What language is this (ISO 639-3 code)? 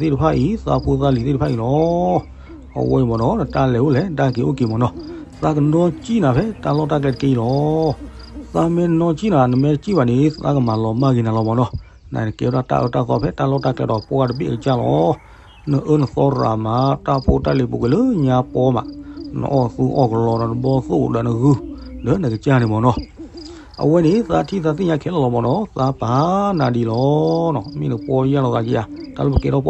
ksw